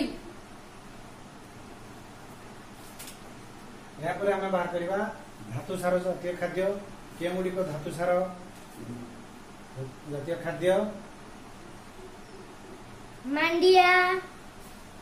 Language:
Odia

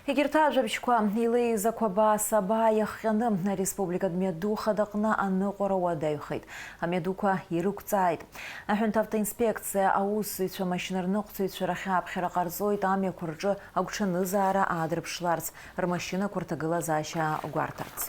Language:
Abkhazian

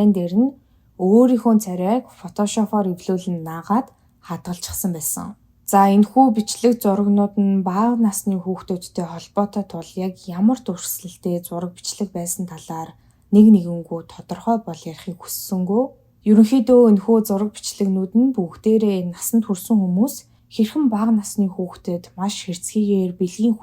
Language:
Mongolian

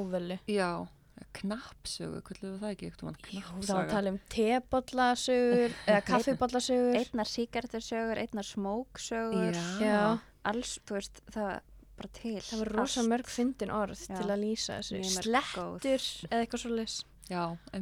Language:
Icelandic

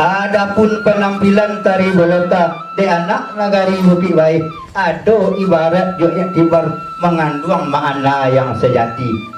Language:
Minangkabau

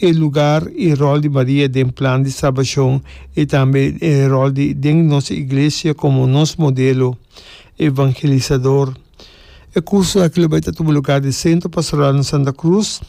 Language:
Papiamento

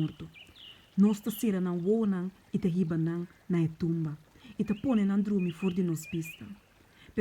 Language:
Papiamento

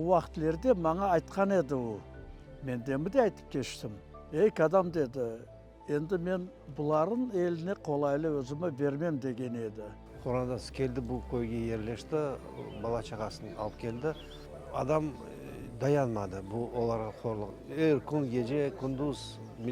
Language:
Crimean Tatar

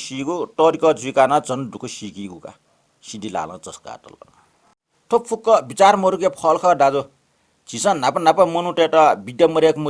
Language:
Newari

